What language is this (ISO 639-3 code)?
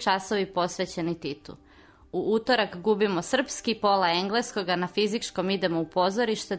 srp